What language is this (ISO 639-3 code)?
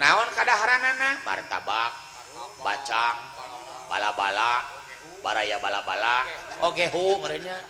sun